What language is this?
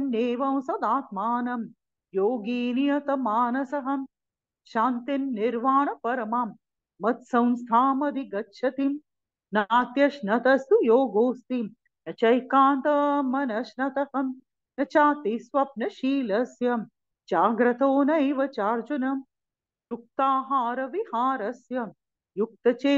Sanskrit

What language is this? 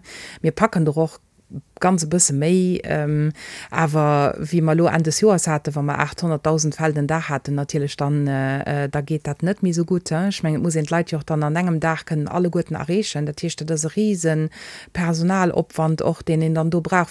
Luxembourgish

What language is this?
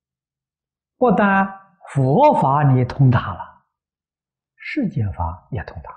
Chinese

